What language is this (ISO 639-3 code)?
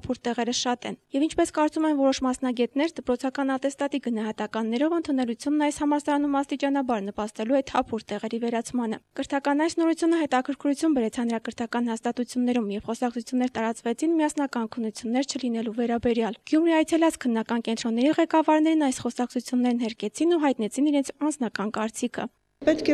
hye